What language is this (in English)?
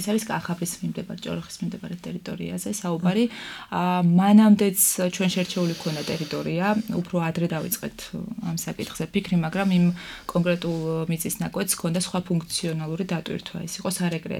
Georgian